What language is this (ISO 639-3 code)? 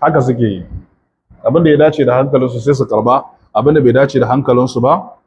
hau